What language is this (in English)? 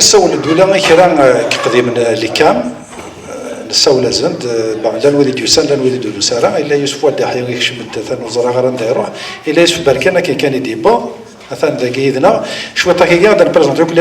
Kabyle